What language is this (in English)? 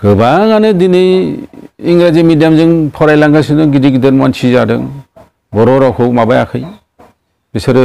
Bodo